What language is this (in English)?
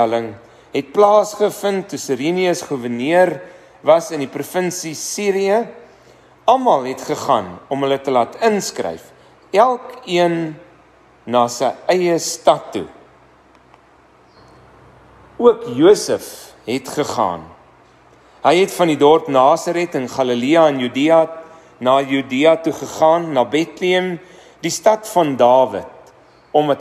Afrikaans